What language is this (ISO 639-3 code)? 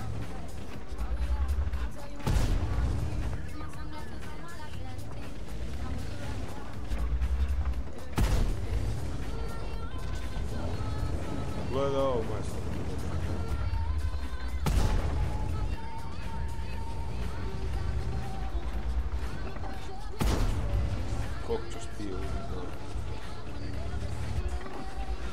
hrv